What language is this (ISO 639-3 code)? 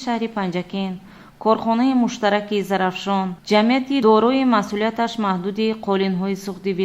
tgk